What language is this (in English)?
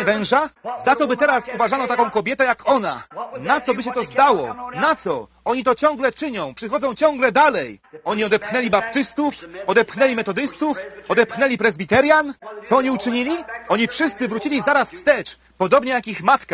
Polish